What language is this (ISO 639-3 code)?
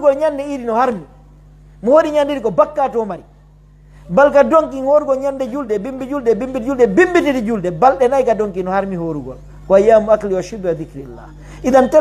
fuf